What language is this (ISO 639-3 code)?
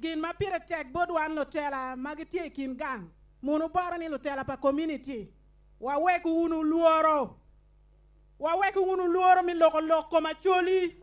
ach